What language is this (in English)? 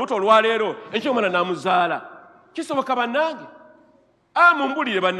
Ganda